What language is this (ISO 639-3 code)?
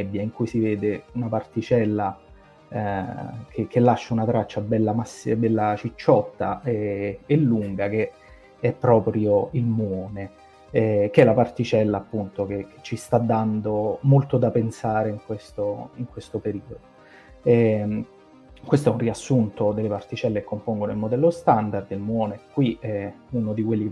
ita